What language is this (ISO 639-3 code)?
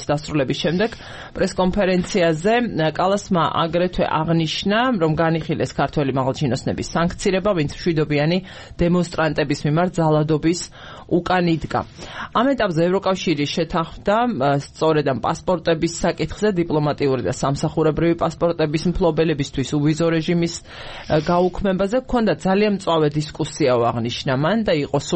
kat